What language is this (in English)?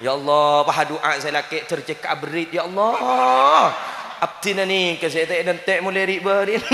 Madurese